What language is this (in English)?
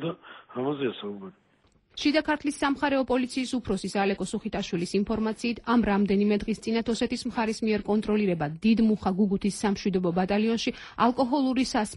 Georgian